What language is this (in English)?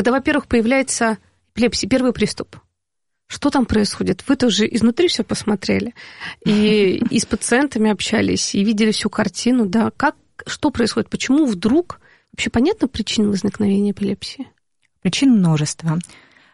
Russian